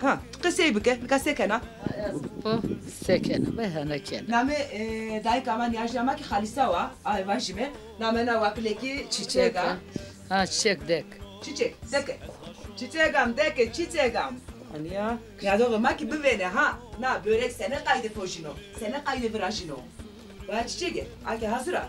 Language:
Zaza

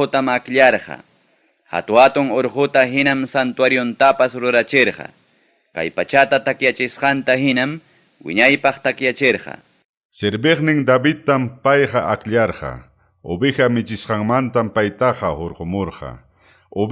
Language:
Ayacucho Quechua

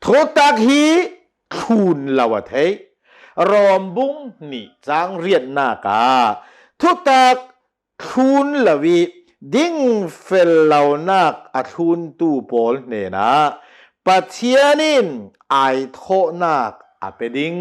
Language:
Hakha Chin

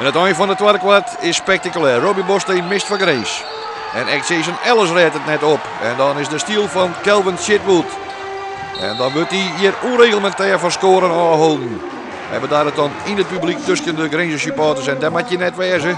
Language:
Western Frisian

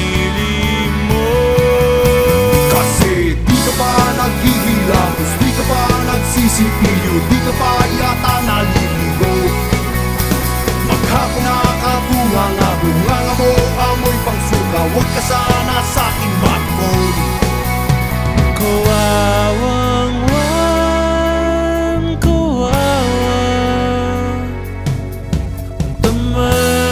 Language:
Filipino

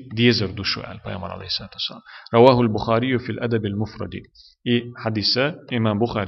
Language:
Chechen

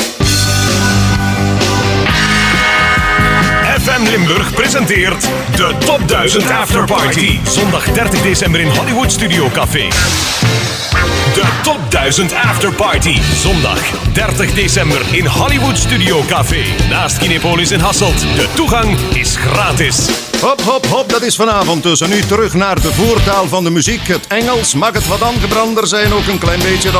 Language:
Dutch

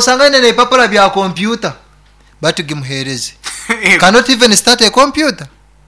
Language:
Nyoro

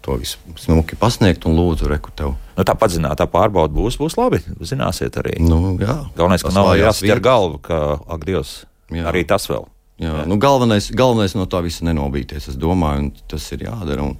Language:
Latvian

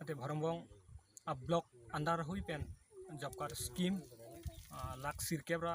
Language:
Karbi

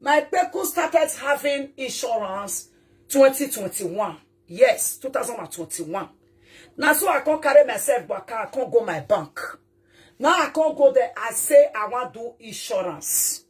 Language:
Nigerian Pidgin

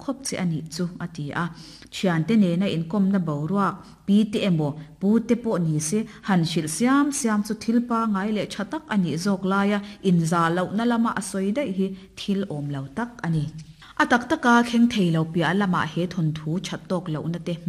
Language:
Mizo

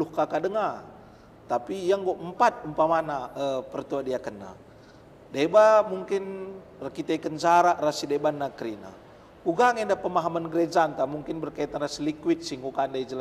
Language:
Batak Karo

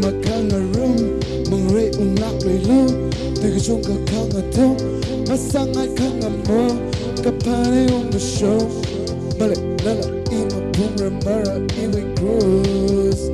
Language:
Tangkhul Naga (India)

